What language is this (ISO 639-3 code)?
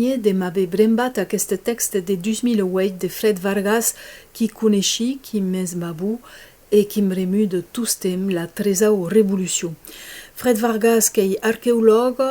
oci